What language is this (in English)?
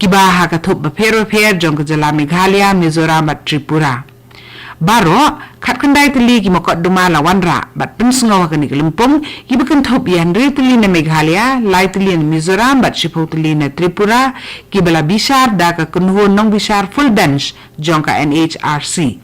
Khasi